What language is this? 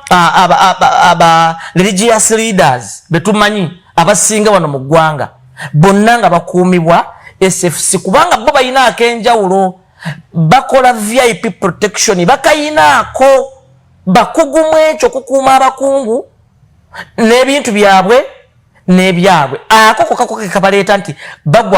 Ganda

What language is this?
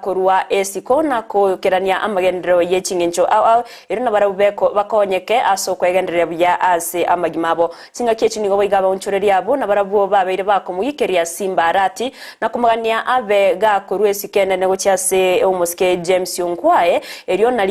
Gusii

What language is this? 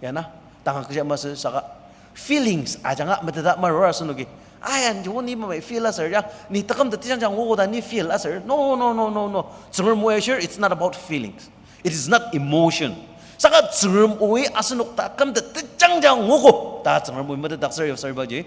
Ao Naga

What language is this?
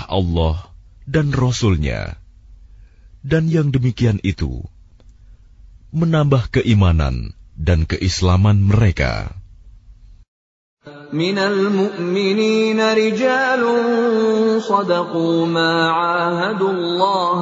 Indonesian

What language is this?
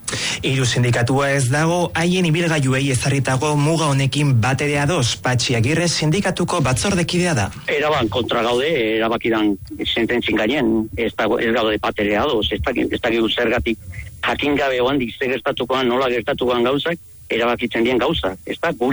Basque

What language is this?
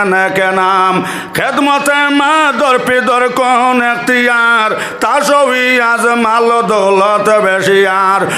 Sylheti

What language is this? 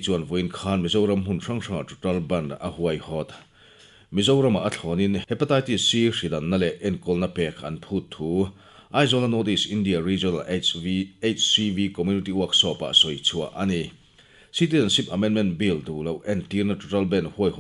Mizo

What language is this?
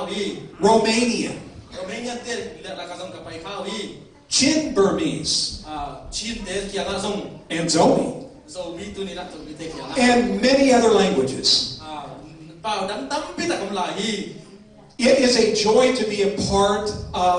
Tedim Chin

